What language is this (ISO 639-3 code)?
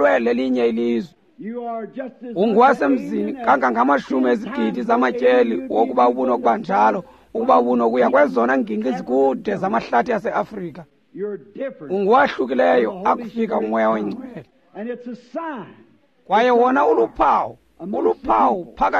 xho